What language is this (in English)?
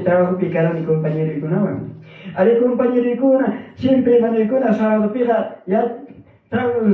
Ayacucho Quechua